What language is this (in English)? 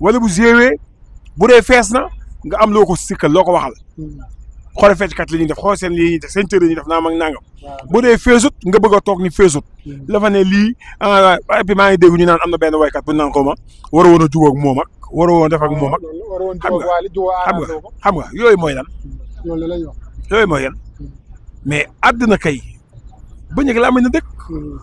Wolof